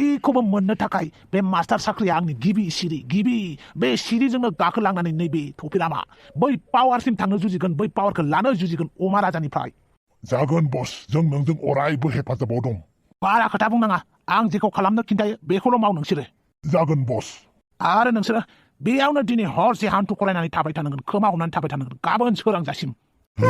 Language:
Bodo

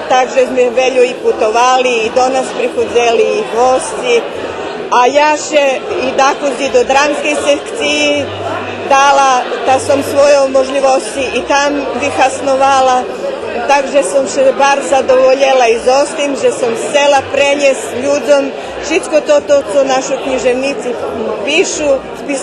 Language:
Rusyn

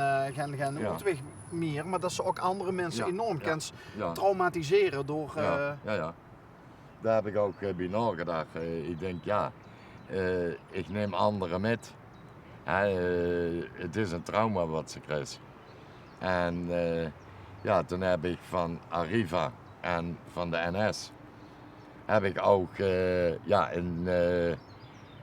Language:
Limburgish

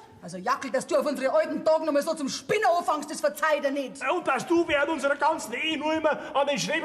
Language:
Bavarian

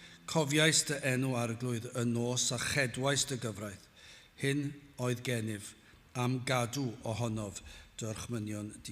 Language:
Welsh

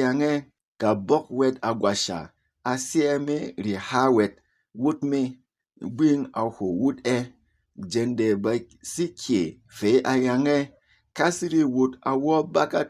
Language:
Berom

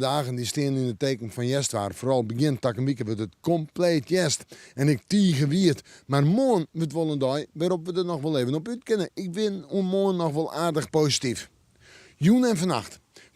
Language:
Western Frisian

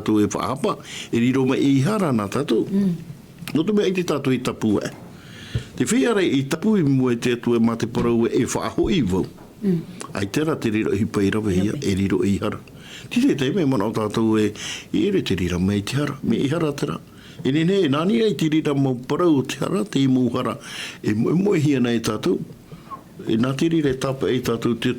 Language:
Tahitian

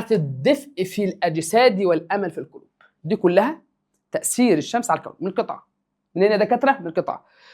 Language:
Egyptian Arabic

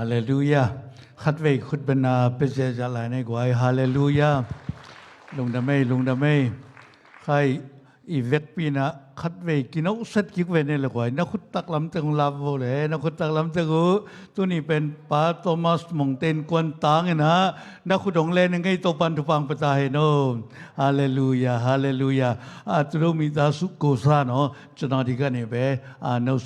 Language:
Tedim Chin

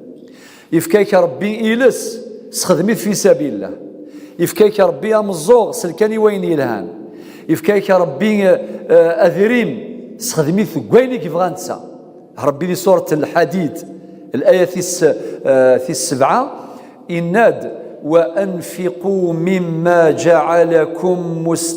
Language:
Kabyle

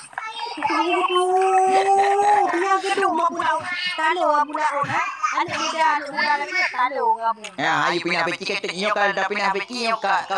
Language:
Achinese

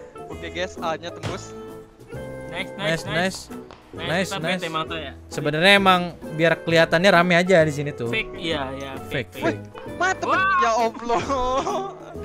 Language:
Indonesian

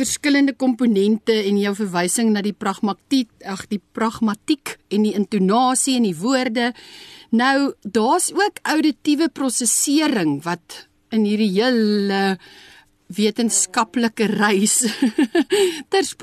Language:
Afrikaans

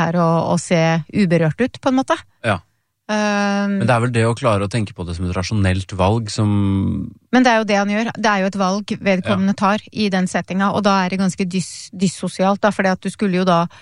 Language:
Norwegian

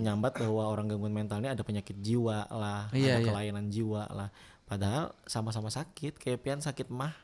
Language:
Banjar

